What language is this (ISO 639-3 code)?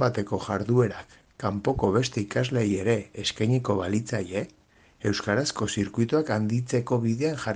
eus